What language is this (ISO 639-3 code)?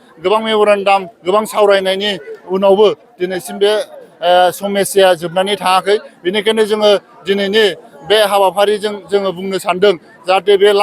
brx